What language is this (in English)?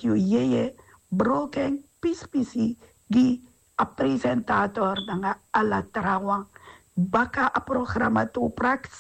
Sranan Tongo